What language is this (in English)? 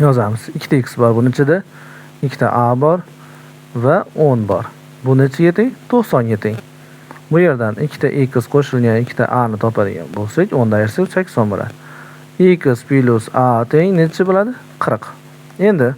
Uzbek